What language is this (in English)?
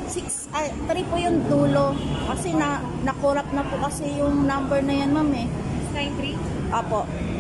Filipino